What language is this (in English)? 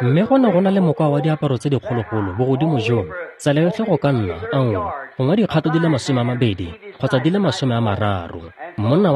Tswana